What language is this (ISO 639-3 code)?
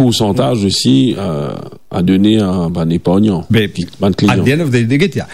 mfe